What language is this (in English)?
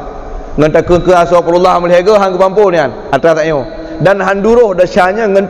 Achinese